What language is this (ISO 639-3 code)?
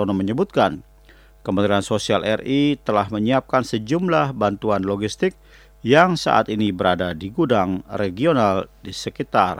ind